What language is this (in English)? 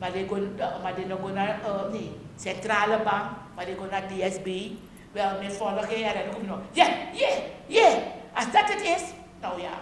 Sranan Tongo